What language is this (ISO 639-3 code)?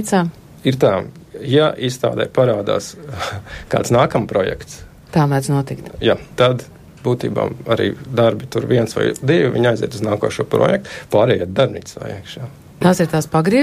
lav